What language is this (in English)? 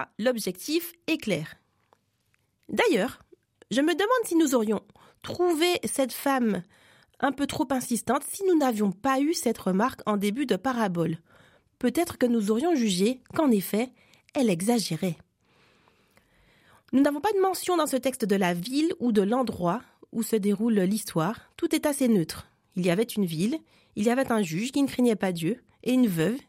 French